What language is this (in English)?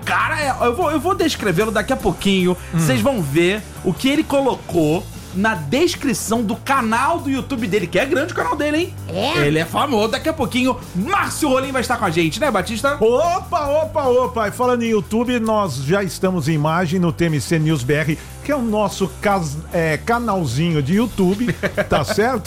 Portuguese